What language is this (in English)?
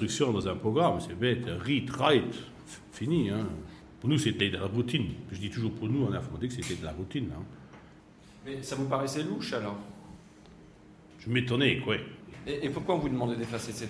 French